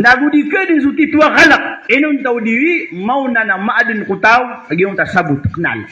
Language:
Maranao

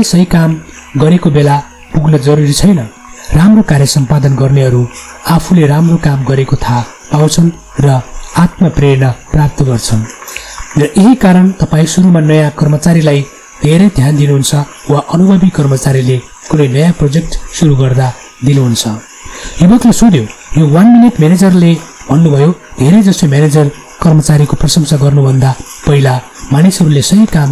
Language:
Nepali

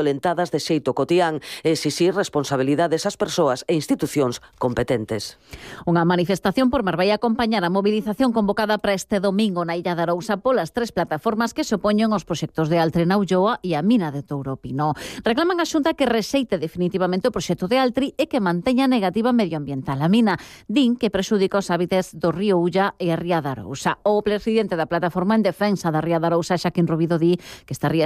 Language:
Galician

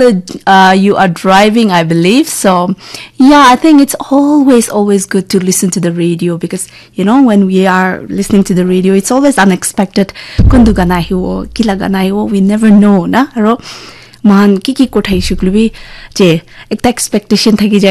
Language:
Naga Pidgin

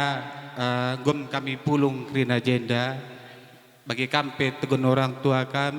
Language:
Batak Karo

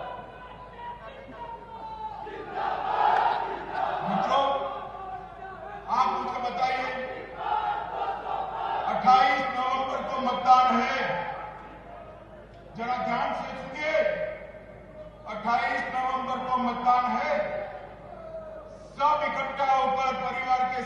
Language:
Hindi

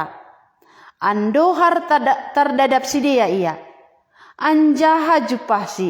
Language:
Batak Simalungun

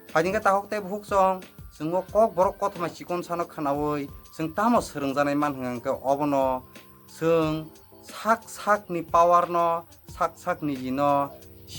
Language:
Kok Borok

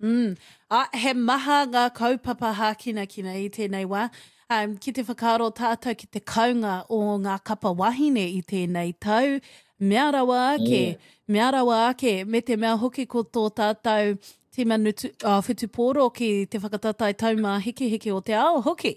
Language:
Māori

